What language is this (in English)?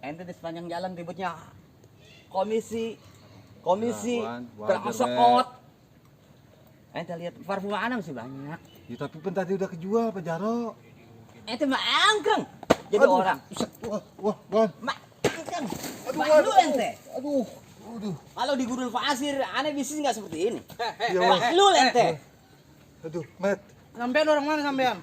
Betawi